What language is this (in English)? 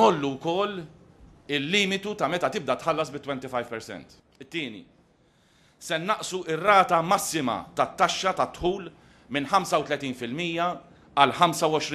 Maltese